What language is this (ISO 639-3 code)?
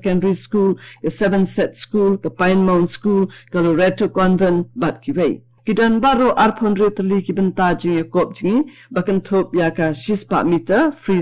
kha